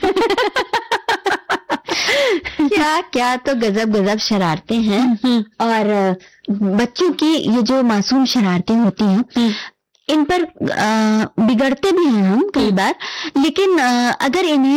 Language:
Hindi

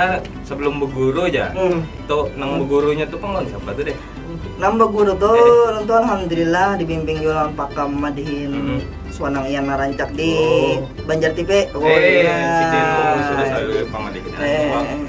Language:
Banjar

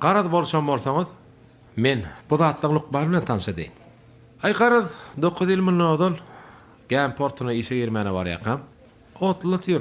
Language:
Turkmen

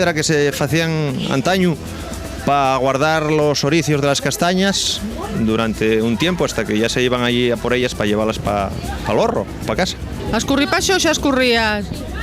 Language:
Asturian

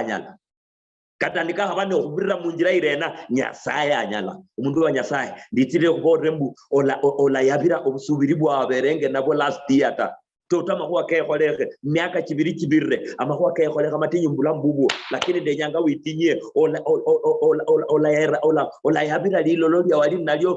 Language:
Luyia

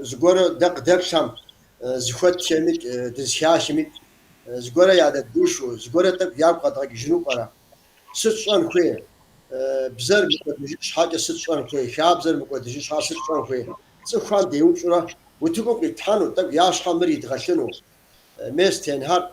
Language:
Kabardian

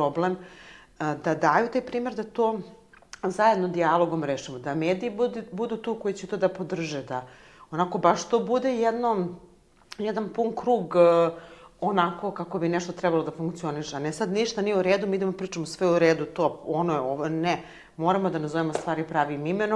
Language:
Serbian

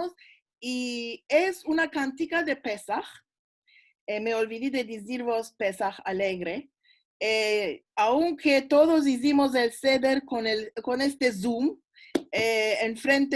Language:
Ladino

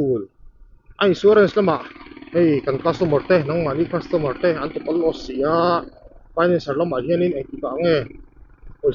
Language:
Mizo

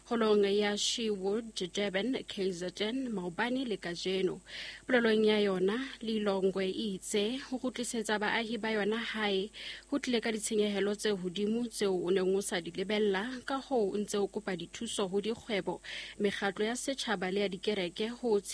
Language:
Southern Sotho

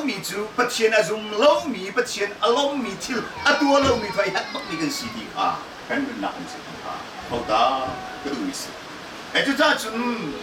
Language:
Hakha Chin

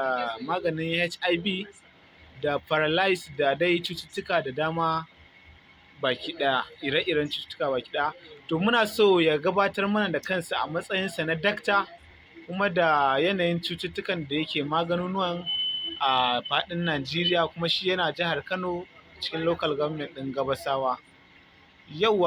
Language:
Hausa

